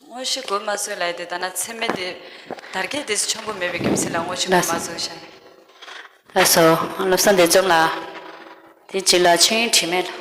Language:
Tibetan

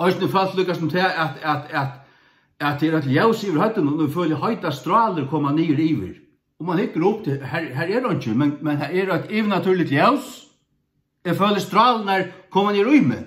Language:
Faroese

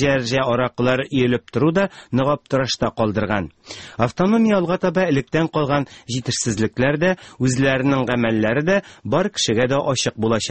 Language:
Tatar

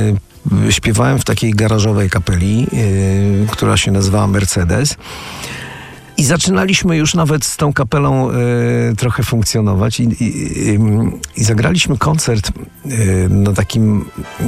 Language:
Polish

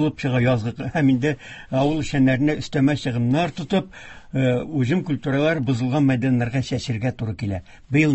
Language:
Tatar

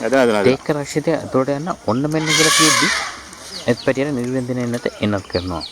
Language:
Sinhala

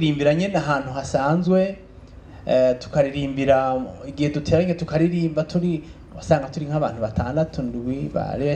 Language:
Rundi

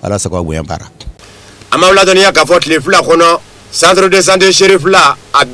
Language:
Bambara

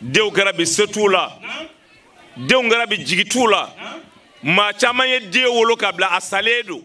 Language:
Bambara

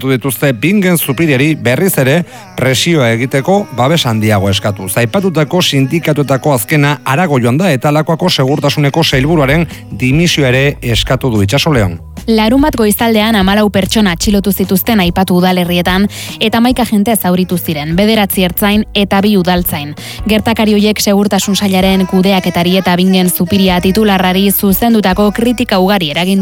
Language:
Basque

